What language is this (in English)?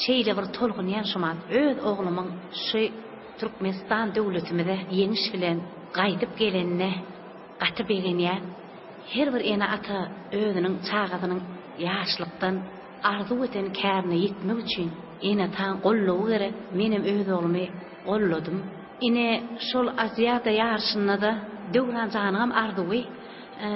Turkmen